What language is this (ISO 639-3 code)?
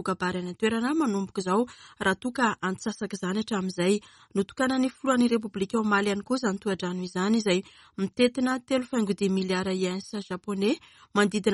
mlg